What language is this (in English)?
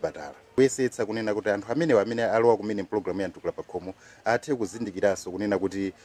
Nyanja